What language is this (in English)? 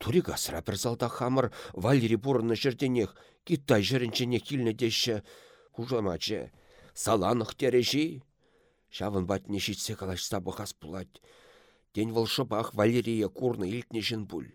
Chuvash